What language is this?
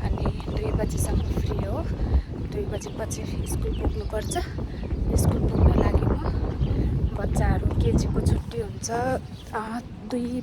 Nepali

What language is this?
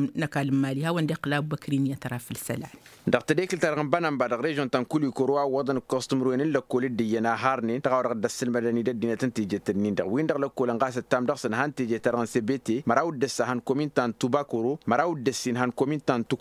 Tamasheq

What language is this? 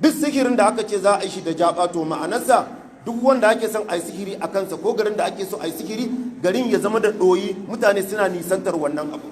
Hausa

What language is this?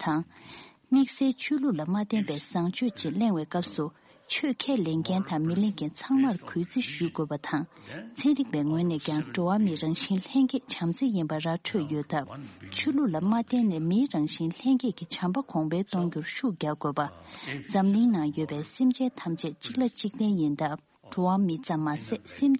Tibetan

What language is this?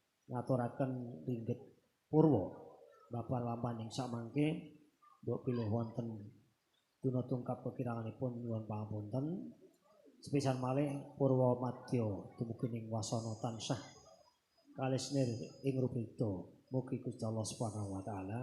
Javanese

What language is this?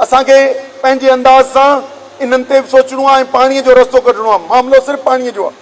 Sindhi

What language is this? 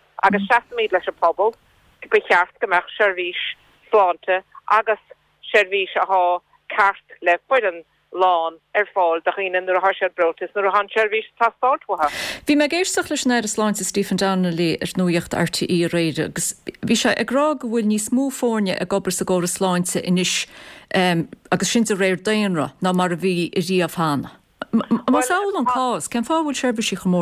Irish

